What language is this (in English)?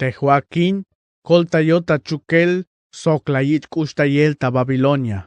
Tzeltal